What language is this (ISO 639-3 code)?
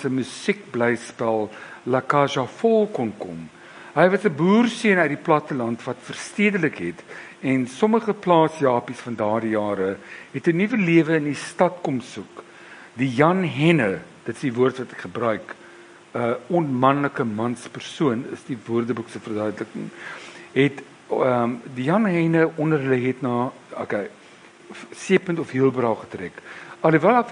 afr